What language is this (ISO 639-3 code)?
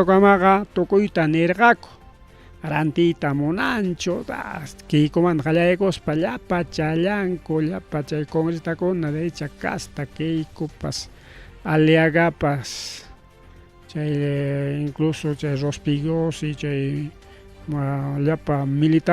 quy